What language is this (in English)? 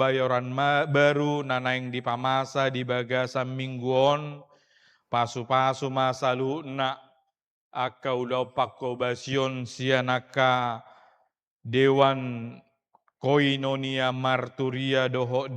Batak Toba